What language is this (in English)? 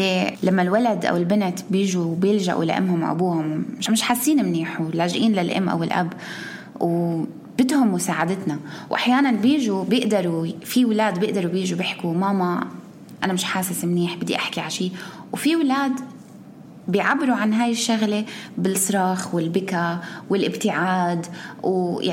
North Levantine Arabic